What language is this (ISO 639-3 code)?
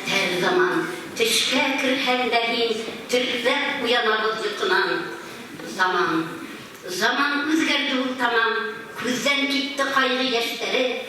bak